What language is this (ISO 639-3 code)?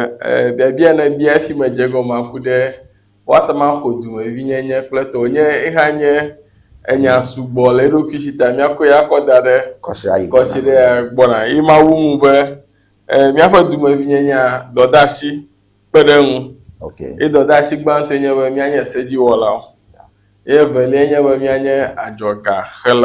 ewe